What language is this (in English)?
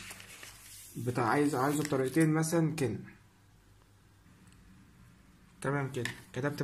Egyptian Arabic